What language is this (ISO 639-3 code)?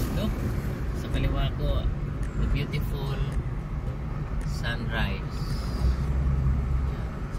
fil